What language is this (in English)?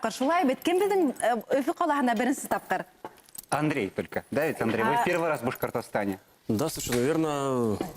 Bashkir